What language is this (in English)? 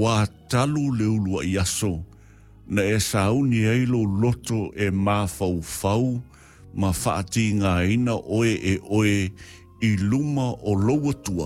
Samoan